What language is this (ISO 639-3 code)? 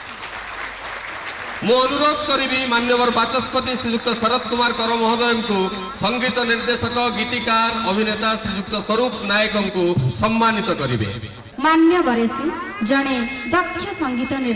ori